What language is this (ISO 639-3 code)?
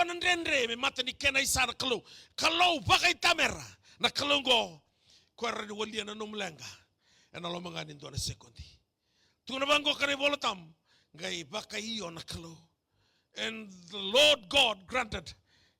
fij